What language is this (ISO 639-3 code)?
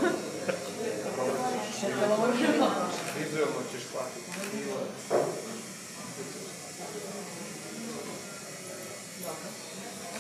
hrv